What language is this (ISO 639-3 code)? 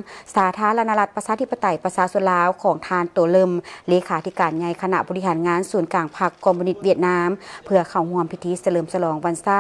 lao